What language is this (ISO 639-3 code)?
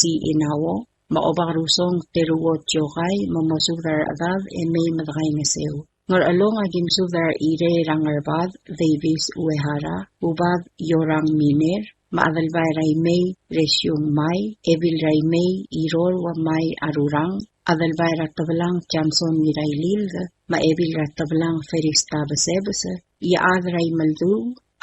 pau